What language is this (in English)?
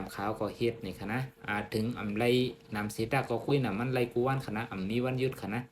Shan